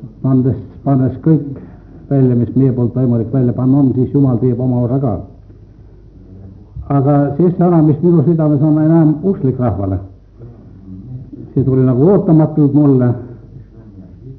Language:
Estonian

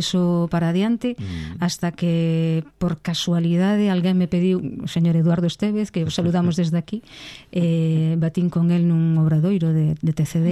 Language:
Galician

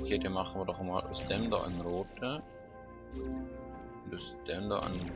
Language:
Swiss German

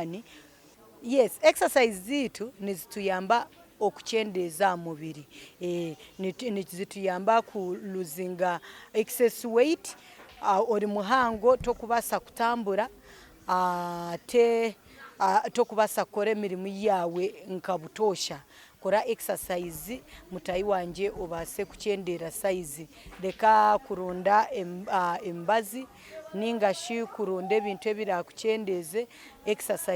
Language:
Nyankole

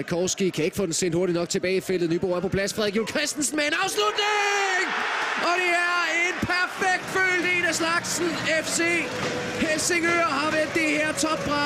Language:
Danish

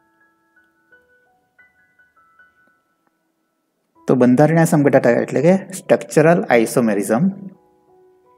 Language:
Gujarati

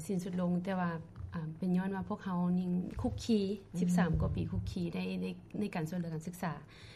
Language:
Lao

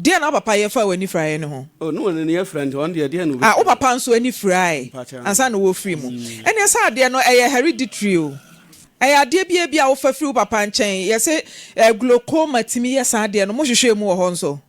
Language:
Akan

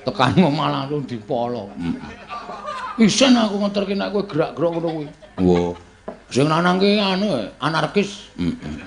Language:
Javanese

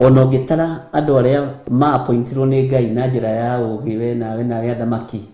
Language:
Kikuyu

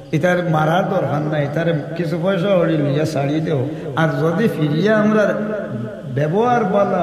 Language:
Sylheti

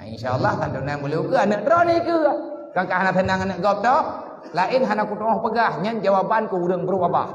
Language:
Achinese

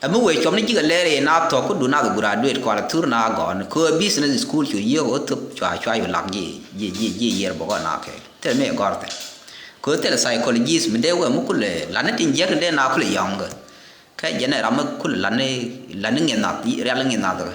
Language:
Nuer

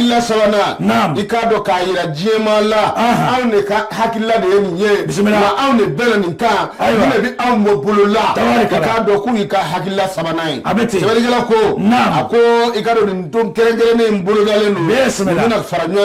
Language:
Bambara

